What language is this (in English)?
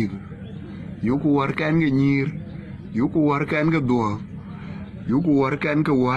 Dinka